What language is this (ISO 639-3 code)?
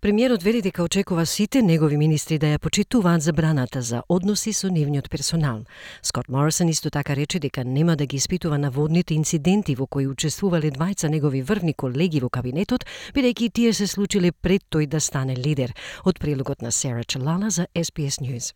mkd